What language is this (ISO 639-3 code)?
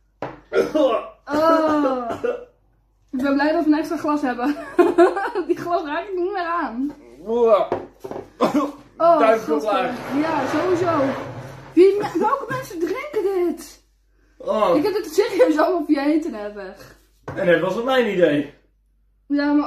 nld